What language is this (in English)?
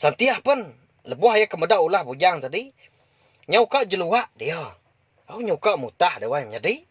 Iban